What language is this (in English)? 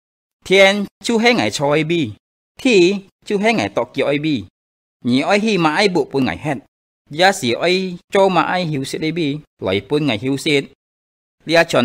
Hakka Chinese